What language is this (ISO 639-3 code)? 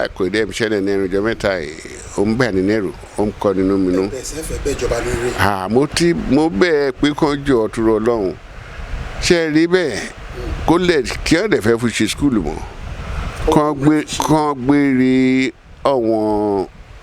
yor